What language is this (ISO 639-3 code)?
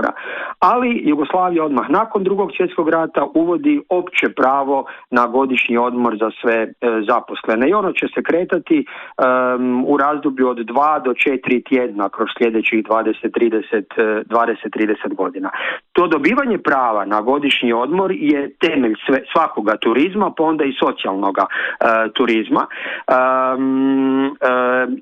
hrv